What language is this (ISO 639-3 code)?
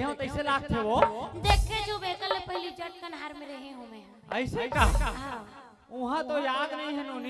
hne